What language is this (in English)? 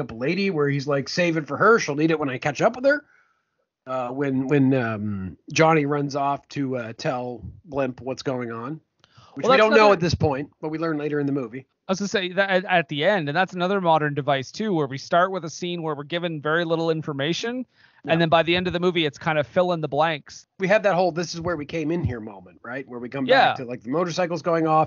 English